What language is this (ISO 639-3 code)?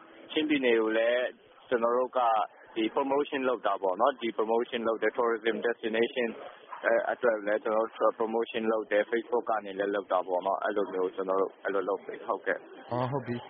mya